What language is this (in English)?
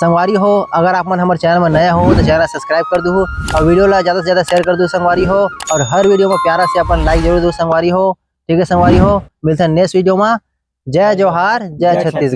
Chhattisgarhi